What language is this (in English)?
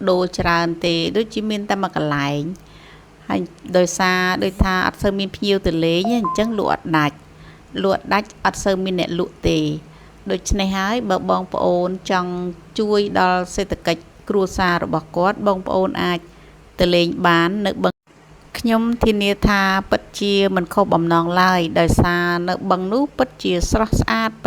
Khmer